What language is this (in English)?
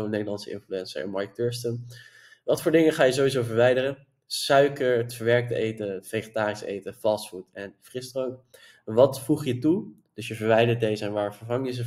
Dutch